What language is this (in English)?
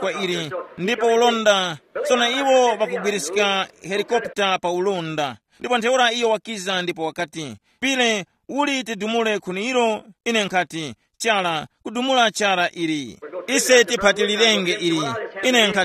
Tumbuka